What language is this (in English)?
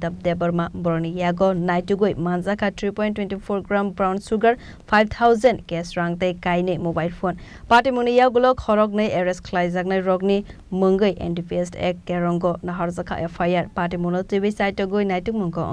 Kok Borok